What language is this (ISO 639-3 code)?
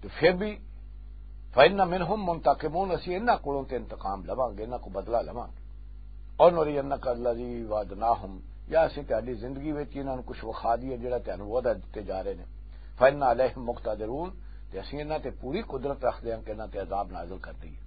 lah